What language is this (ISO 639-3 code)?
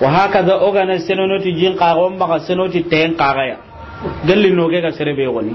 snk